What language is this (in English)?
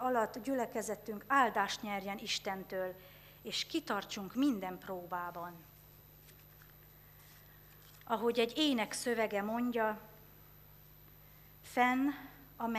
Hungarian